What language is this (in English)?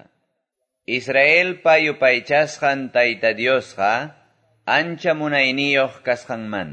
Quechua